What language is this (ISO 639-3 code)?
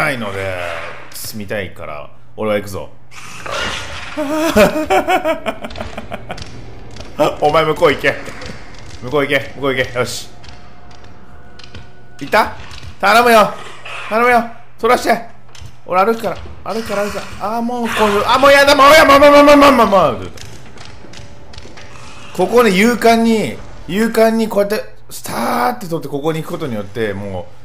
jpn